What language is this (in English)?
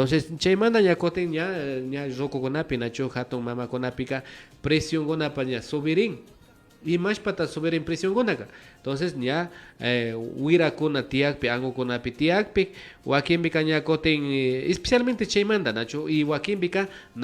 Imbabura Highland Quichua